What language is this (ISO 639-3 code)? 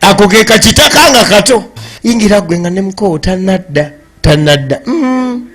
lug